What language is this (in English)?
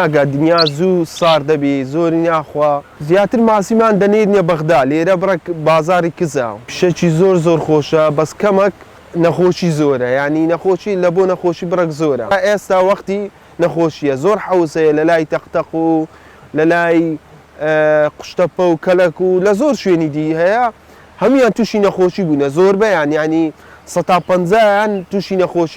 Central Kurdish